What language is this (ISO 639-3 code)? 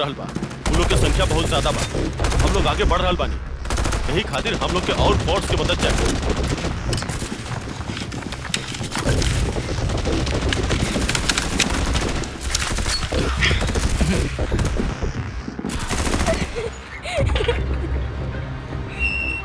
bho